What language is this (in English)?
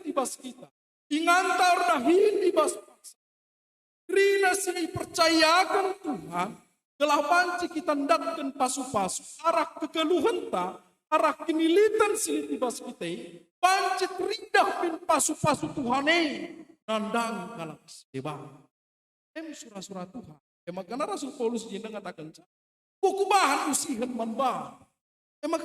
Batak Karo